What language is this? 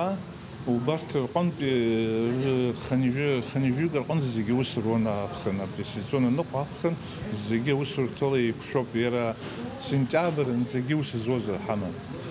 Abkhazian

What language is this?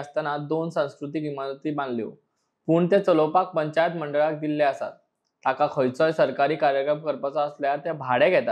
Konkani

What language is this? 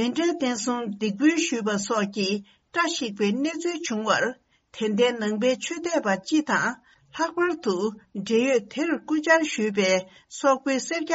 Tibetan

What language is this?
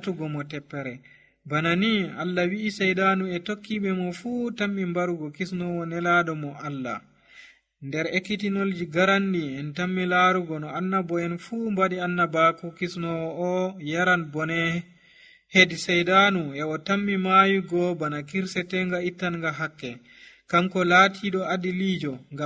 Nigerian Fulfulde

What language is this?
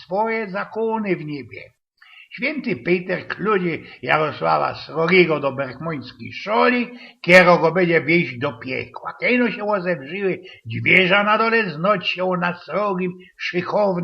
Silesian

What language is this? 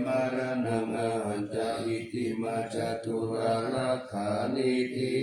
Pali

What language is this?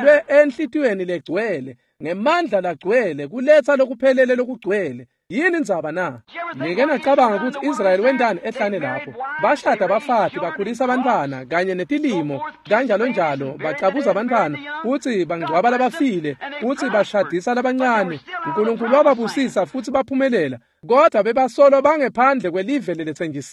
Swati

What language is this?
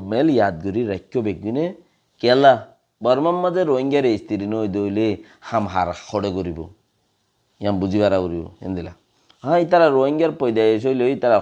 Rohingya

